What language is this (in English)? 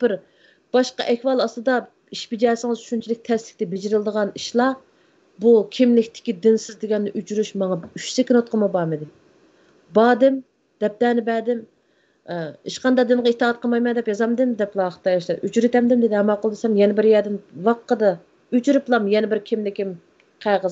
Uyghur